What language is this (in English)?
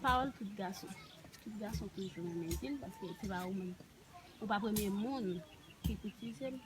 Haitian Creole